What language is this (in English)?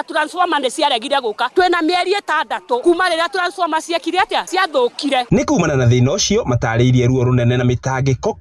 Kikuyu